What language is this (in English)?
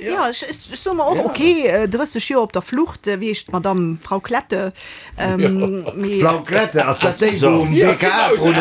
Luxembourgish